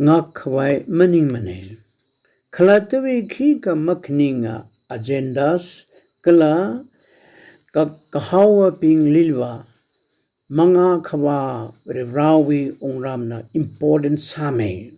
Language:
Tangkhul Naga (India)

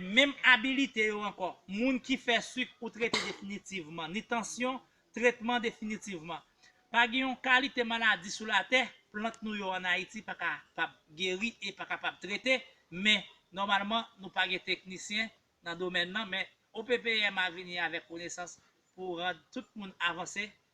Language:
Haitian Creole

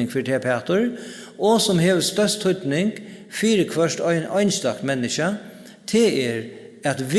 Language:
Faroese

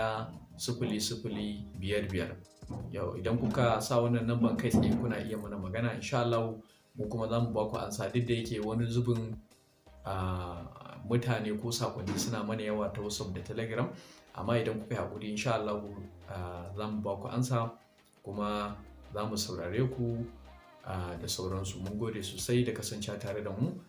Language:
Hausa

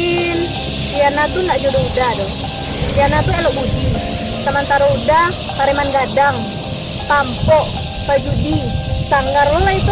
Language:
Minangkabau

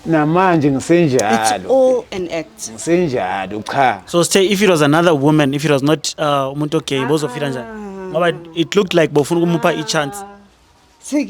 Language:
Zulu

